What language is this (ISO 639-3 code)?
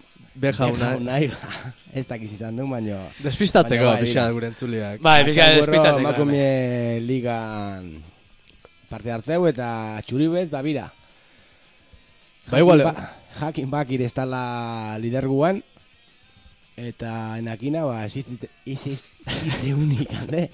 eus